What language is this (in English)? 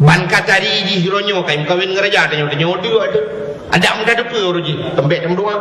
Achinese